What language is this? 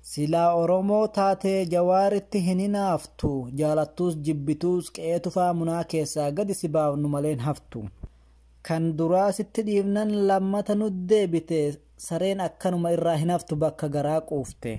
Oromo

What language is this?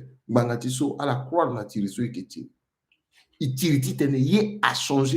Sango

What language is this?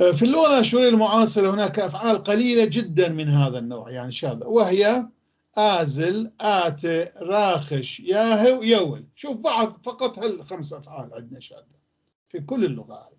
North Levantine Arabic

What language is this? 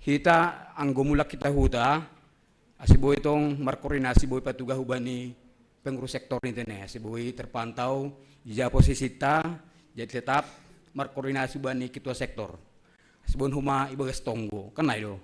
Batak Simalungun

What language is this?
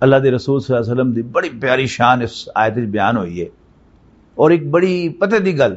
Western Panjabi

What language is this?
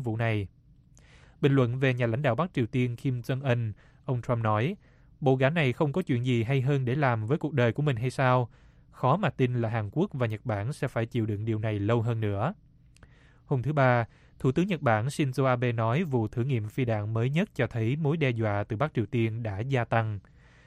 Vietnamese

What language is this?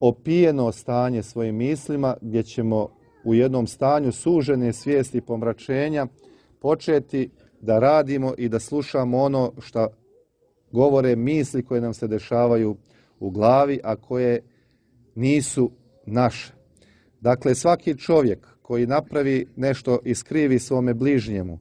Serbian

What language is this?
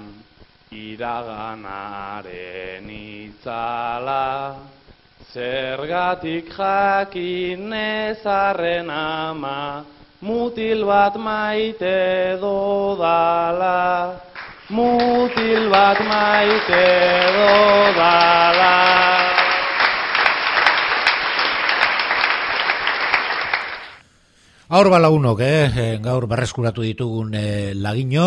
Basque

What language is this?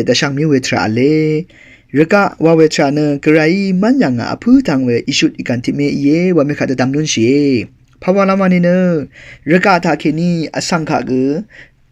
Rawang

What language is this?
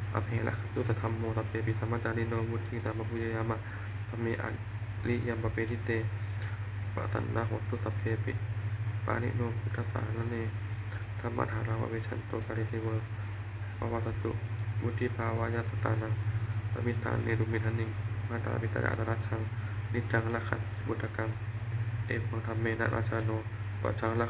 Pali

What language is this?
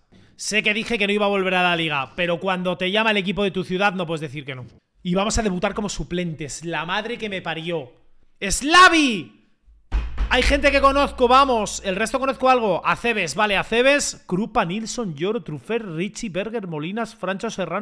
Spanish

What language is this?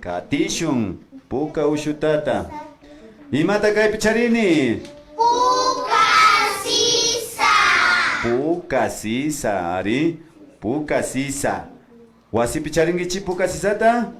Imbabura Highland Quichua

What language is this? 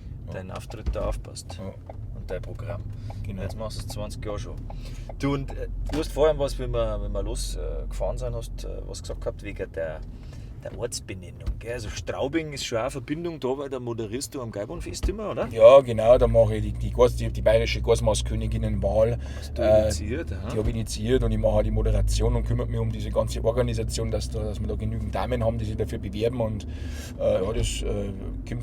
Bavarian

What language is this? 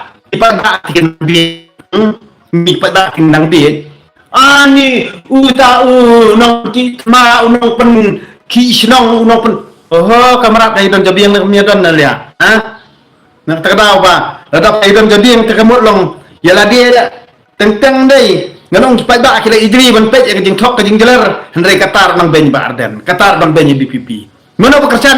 Khasi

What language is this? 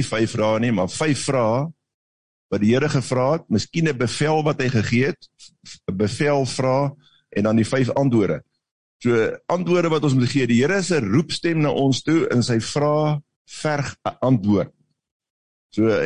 Afrikaans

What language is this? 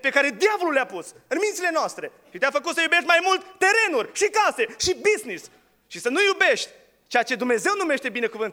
Romanian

